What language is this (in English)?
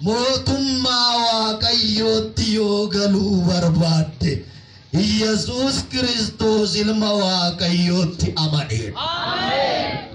Oromo